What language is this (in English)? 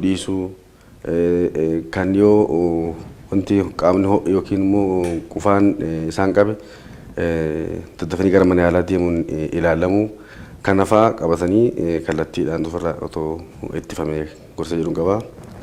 Oromo